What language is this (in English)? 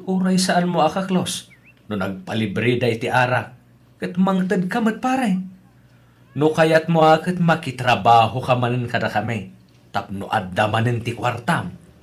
Iloko